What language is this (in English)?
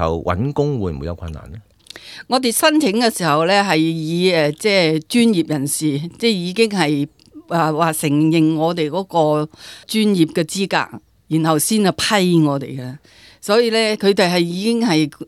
Cantonese